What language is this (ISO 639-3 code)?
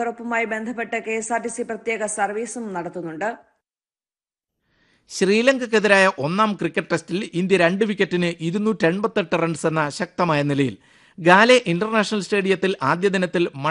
mal